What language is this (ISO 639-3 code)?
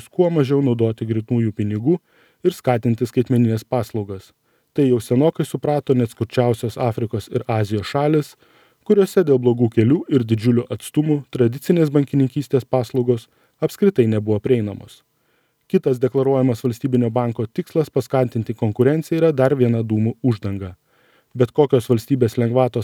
lit